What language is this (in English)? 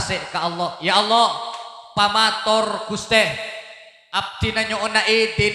Madurese